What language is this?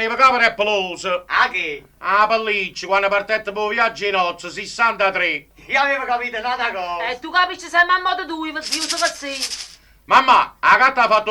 Neapolitan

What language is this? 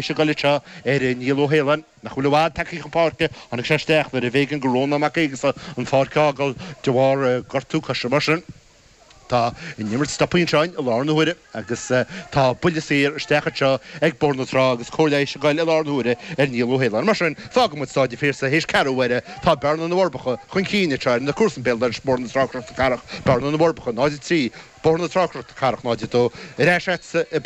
Irish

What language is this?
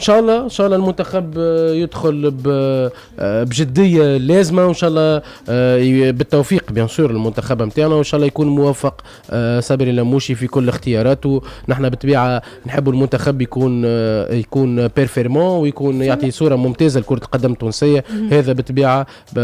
Tunisian Arabic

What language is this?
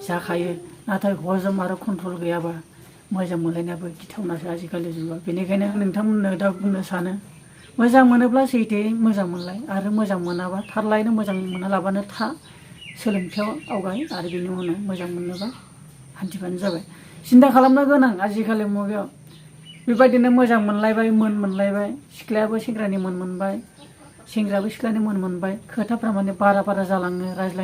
Bodo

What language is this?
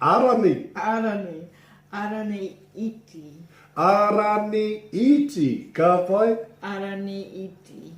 Māori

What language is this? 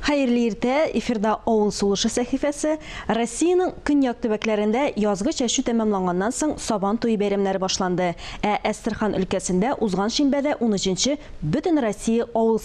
Tatar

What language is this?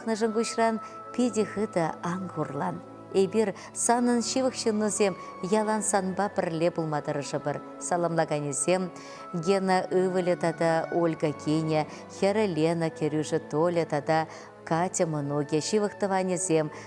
Chuvash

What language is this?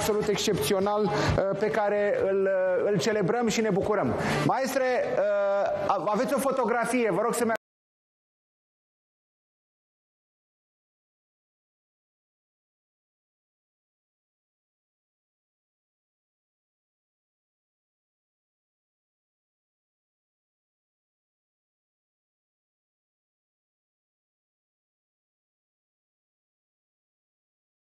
Romanian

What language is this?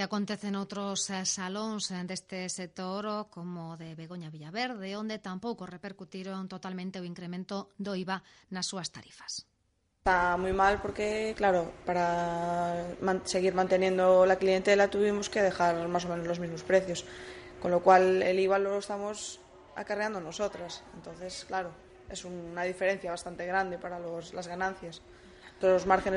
Galician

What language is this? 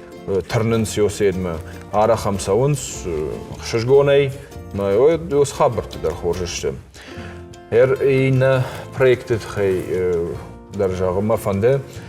Ossetic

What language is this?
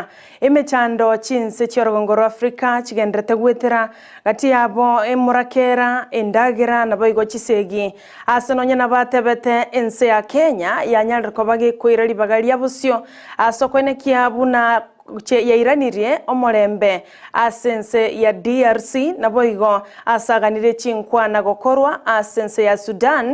Gusii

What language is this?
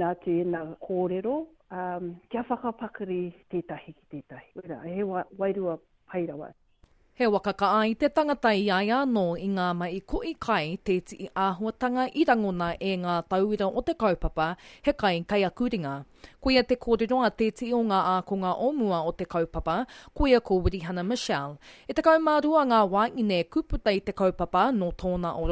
Māori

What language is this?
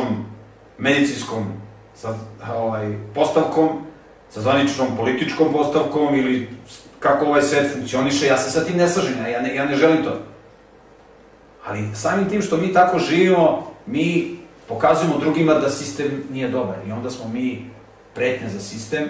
Serbian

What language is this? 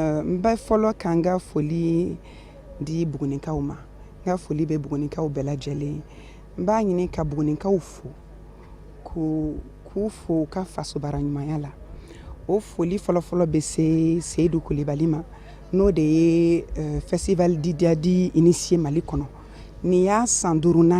Bambara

